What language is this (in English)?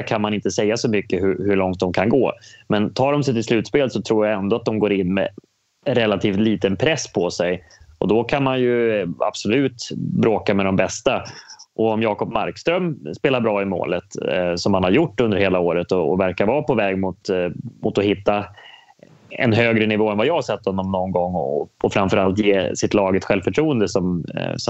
Swedish